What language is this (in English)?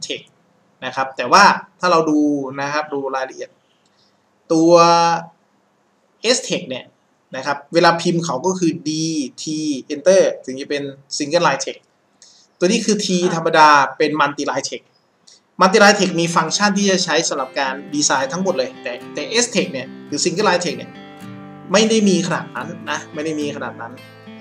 Thai